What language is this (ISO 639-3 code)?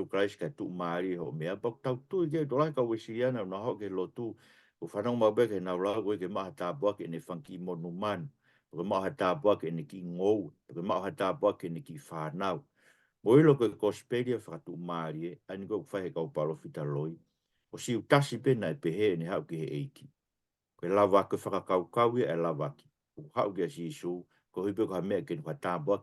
ton